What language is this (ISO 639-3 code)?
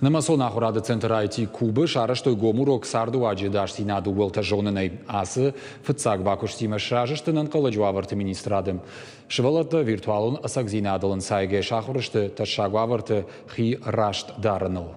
oss